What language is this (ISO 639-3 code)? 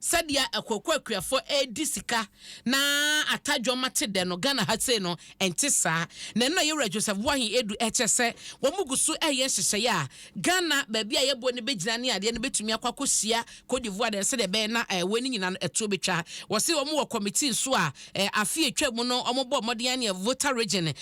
aka